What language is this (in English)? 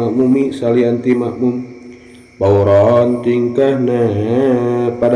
Sundanese